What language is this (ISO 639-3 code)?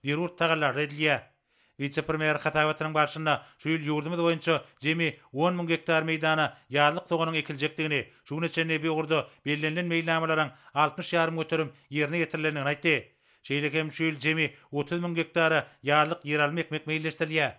tuk